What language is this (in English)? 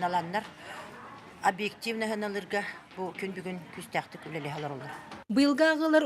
Yakut